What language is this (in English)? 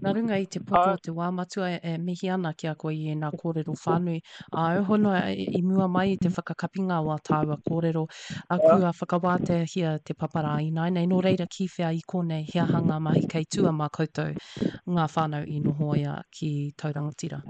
Māori